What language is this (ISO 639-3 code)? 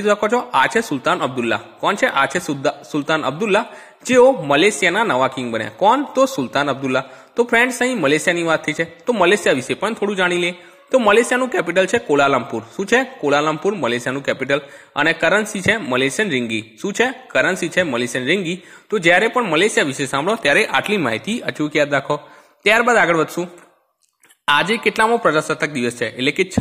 guj